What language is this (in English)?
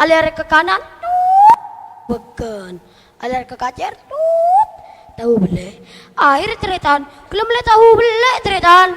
Madurese